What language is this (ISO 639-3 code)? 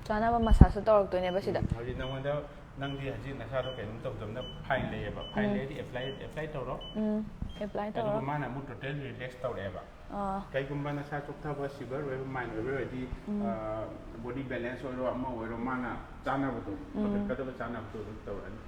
mni